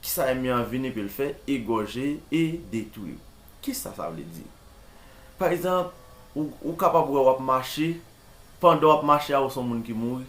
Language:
Haitian Creole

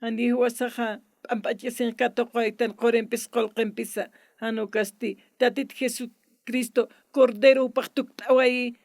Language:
Aymara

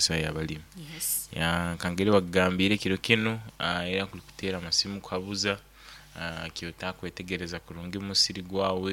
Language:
Nyoro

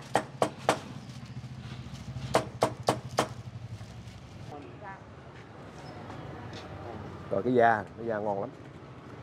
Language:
Vietnamese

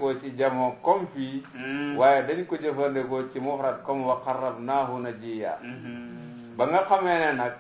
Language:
Wolof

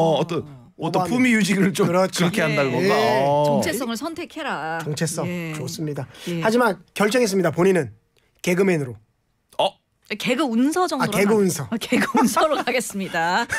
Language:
Korean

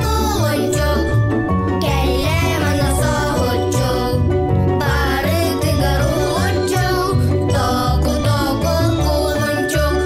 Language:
Yakut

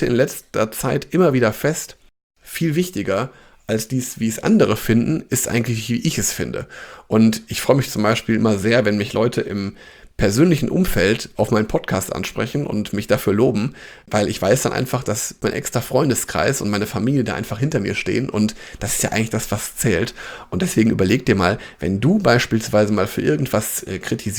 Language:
German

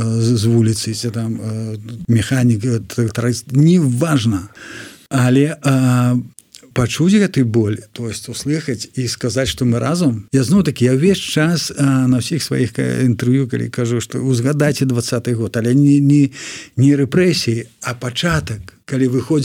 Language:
Belarusian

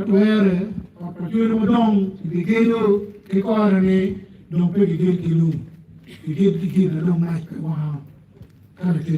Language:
Acoli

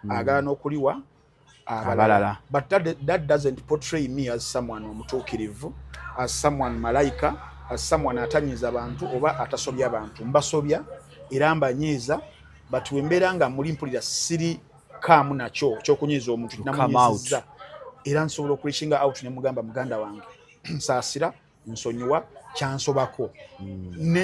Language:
Ganda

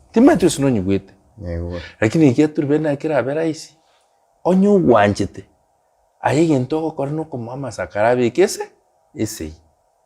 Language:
Gusii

